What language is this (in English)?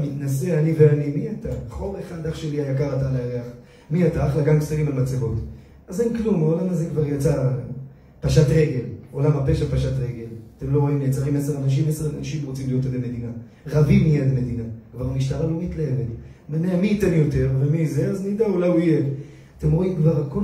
Hebrew